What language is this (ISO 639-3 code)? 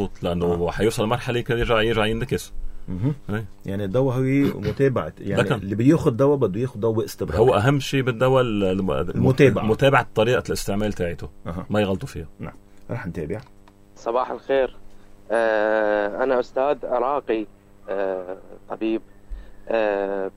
apc